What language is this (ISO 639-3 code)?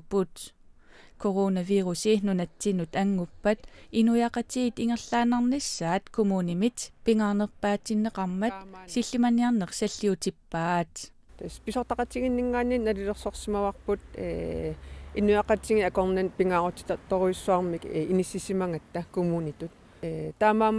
kal